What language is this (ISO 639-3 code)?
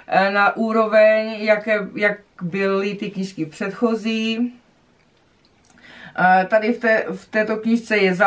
ces